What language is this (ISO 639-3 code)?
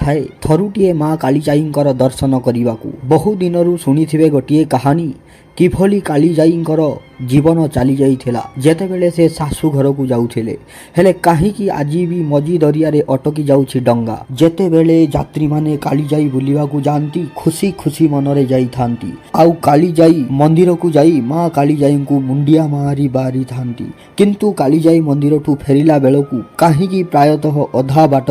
ori